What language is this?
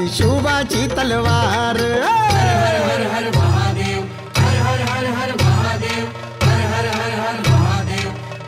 Marathi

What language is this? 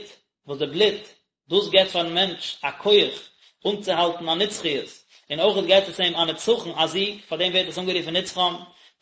Yiddish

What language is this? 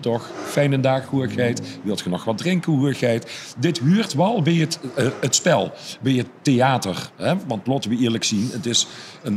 Limburgish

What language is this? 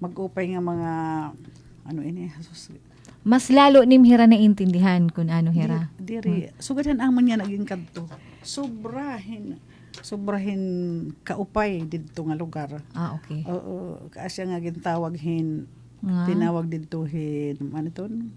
Waray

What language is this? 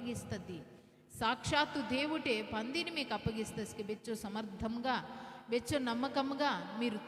Koya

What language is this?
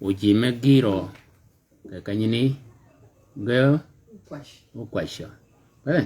Shilluk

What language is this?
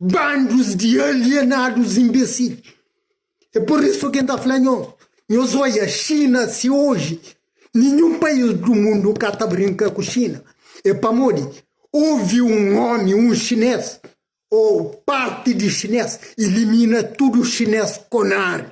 Kabuverdianu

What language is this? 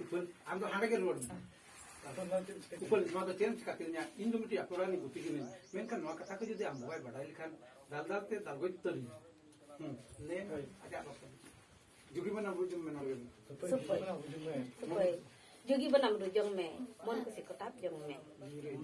Santali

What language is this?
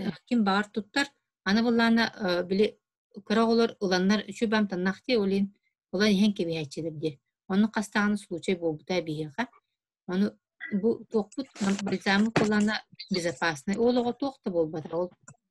Yakut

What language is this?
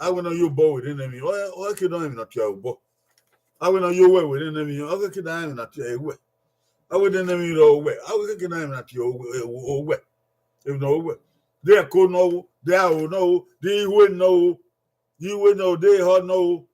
Bini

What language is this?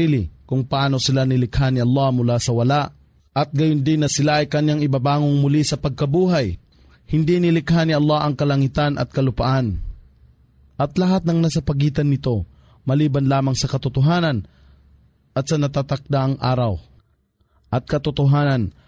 Filipino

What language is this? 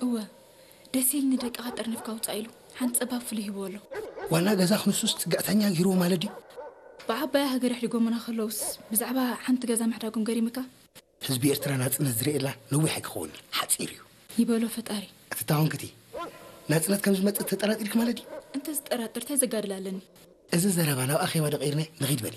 Tigrinya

